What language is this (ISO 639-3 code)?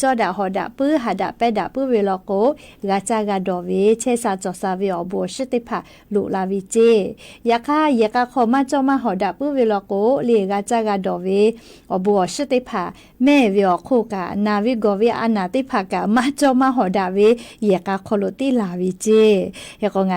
lhu